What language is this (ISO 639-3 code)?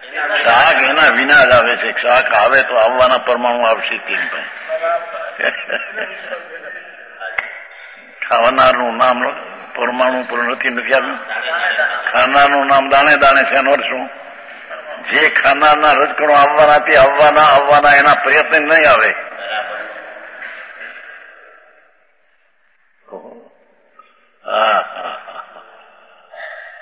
guj